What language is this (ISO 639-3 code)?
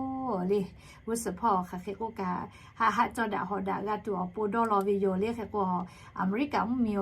lhu